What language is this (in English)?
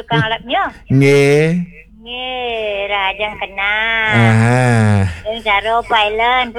Balinese